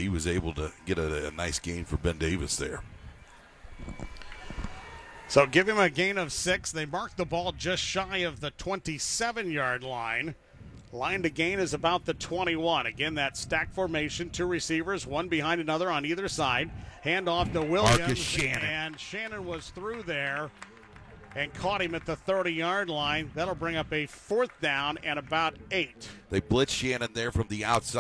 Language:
English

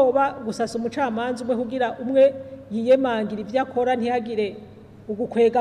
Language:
Rundi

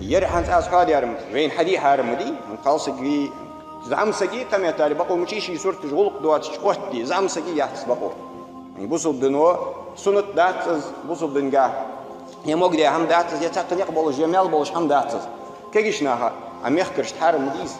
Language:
Ingush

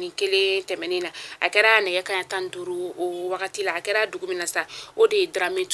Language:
Bambara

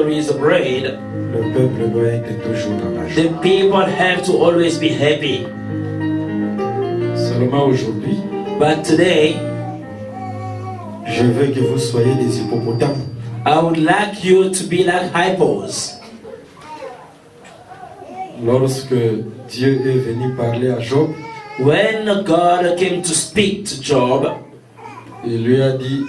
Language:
French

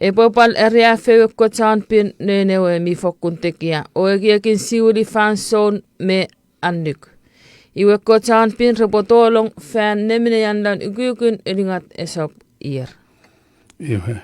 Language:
Chuukese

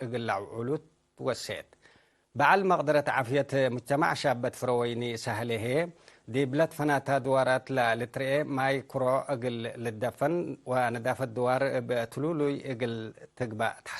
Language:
Tigre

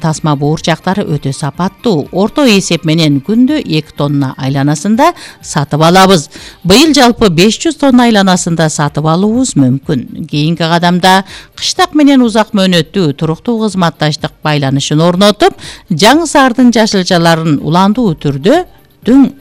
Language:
Kyrgyz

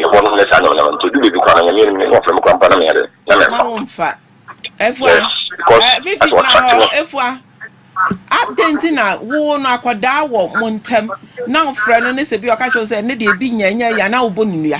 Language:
Akan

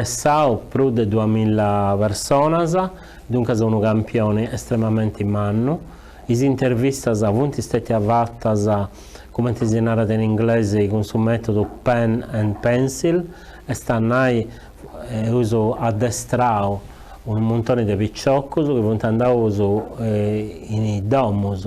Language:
Sardinian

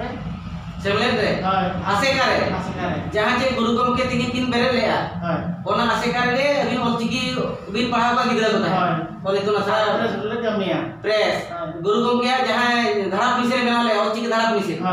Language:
Santali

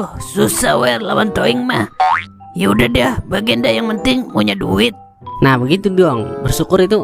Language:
Betawi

